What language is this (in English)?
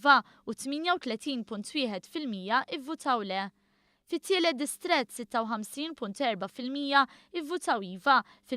Maltese